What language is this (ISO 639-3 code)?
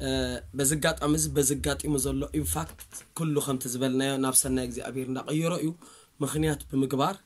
tir